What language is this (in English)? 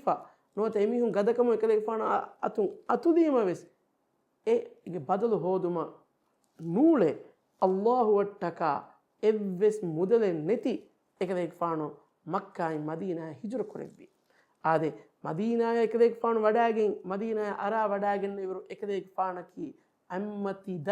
Divehi